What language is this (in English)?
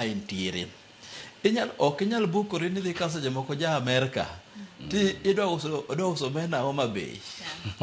Luo (Kenya and Tanzania)